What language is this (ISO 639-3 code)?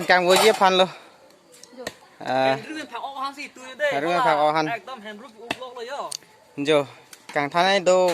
mjw